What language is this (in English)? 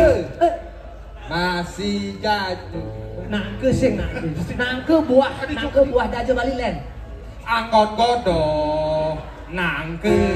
Balinese